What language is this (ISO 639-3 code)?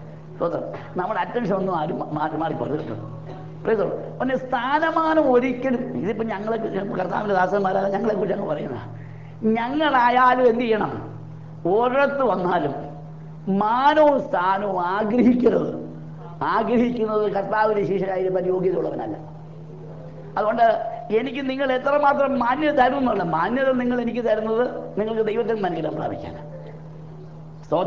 mal